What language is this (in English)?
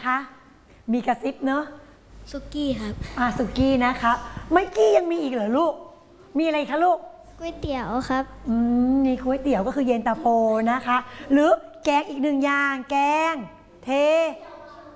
Thai